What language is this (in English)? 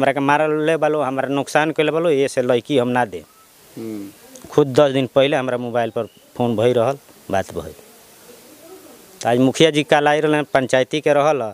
Bhojpuri